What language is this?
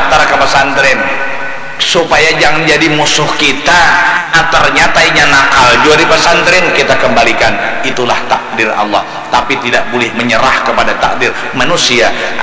Banjar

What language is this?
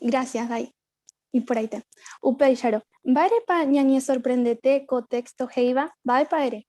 Guarani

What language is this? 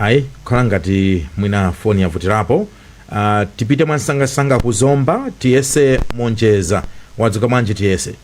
Nyanja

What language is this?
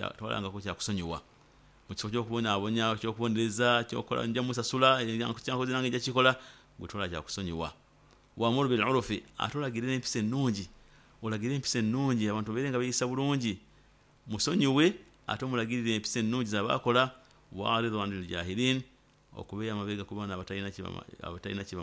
Nyoro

